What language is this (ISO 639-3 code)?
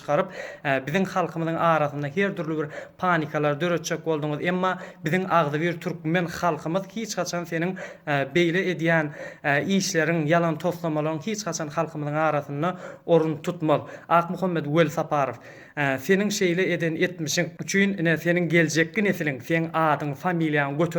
tuk